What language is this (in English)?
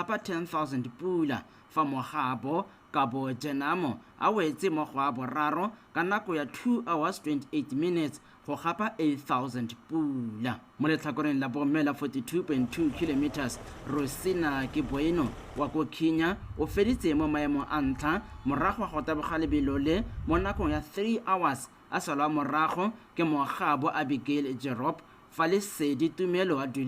Tswana